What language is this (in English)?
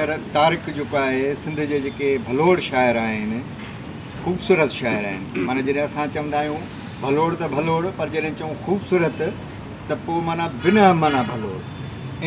Sindhi